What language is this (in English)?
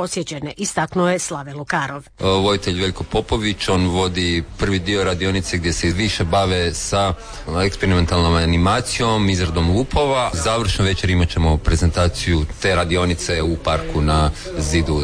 Croatian